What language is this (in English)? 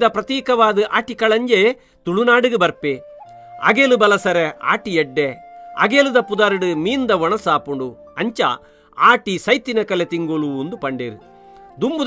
Tulu